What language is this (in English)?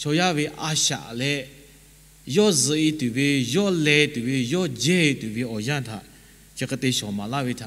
Lahu